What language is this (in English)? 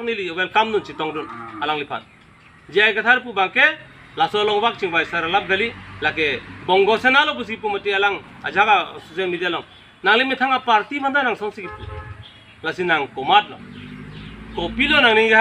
Karbi